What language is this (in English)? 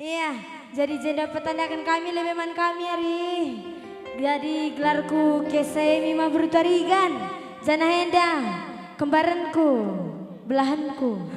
Batak Karo